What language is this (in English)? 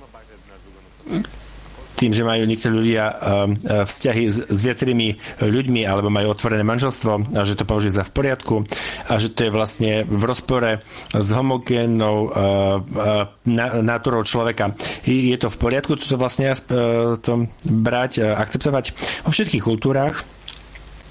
Slovak